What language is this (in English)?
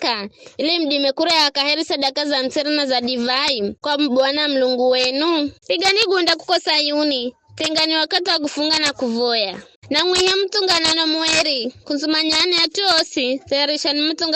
Giryama